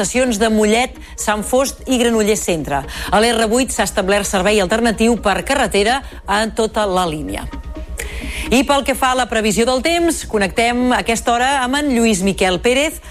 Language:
Catalan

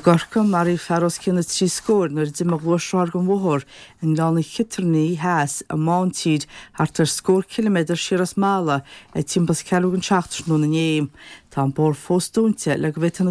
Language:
Irish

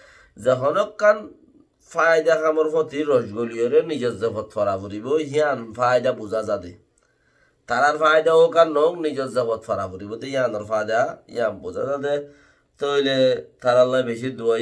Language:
Rohingya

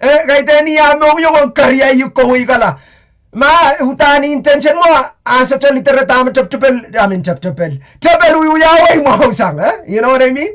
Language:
Pohnpeian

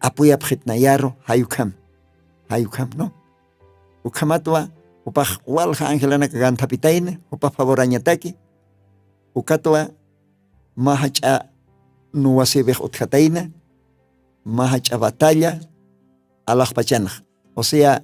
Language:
Aymara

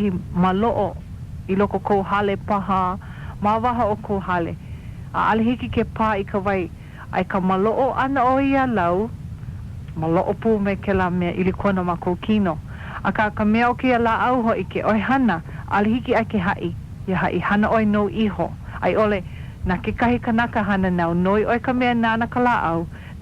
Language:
Hawaiian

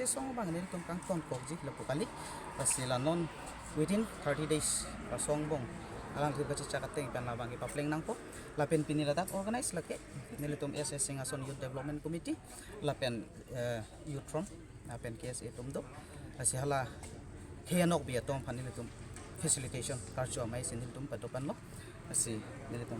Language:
Karbi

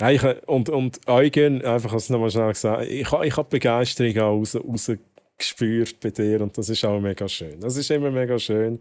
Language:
Swiss German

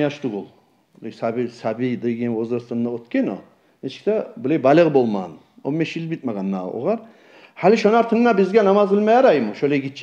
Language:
Kumyk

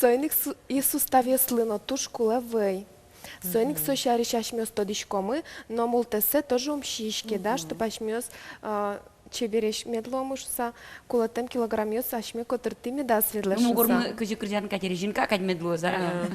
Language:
Udmurt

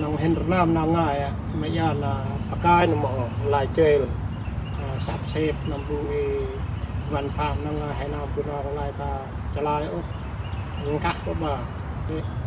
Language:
Central Mnong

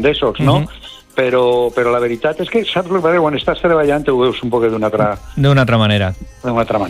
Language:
Catalan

